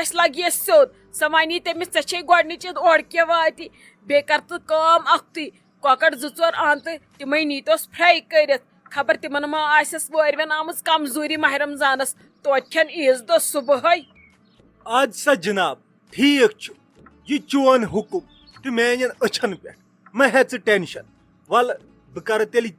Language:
Kashmiri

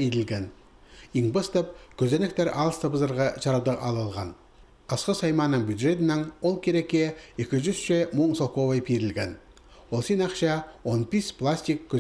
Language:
Khakas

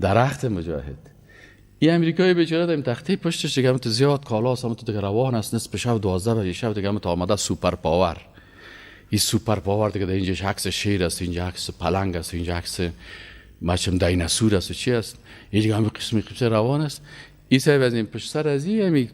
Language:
Persian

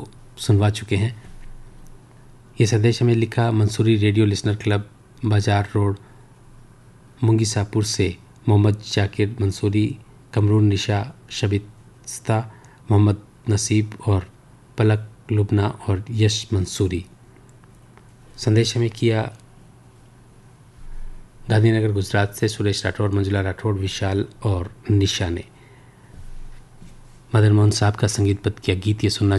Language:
Hindi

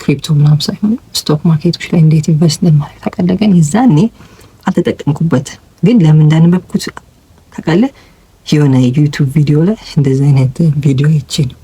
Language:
Amharic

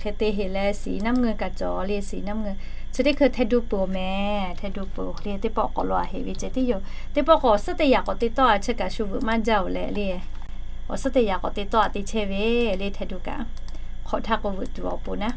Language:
Lahu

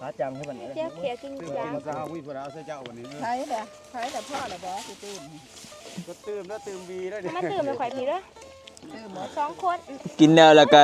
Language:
Northeastern Thai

